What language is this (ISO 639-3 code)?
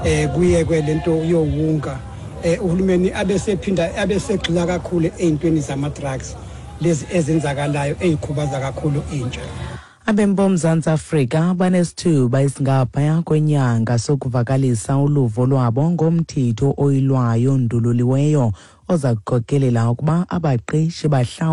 xho